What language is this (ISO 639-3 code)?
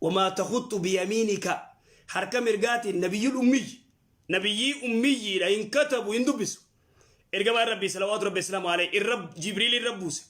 orm